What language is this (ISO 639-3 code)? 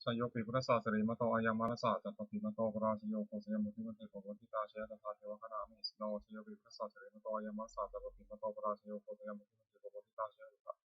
pli